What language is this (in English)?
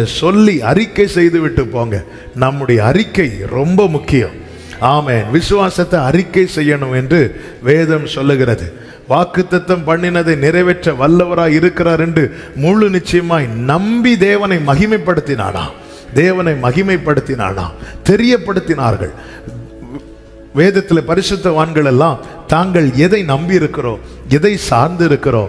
Tamil